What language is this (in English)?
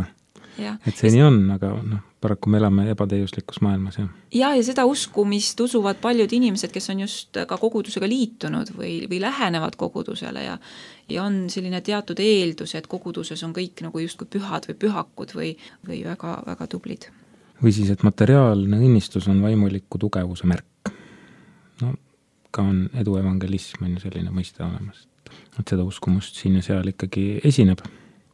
Estonian